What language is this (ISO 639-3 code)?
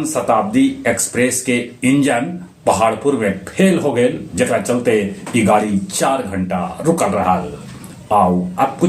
mag